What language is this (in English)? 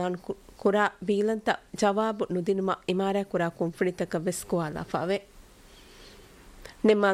Divehi